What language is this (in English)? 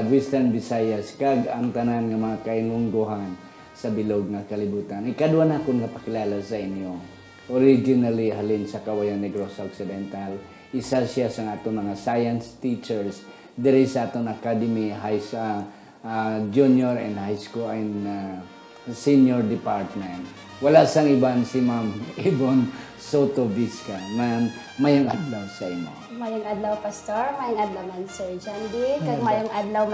Hiligaynon